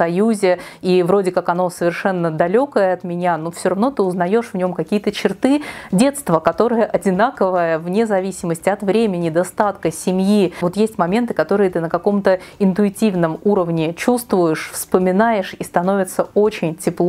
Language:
Russian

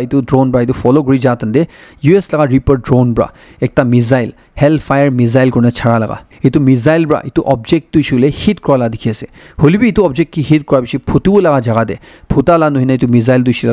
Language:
Naga Pidgin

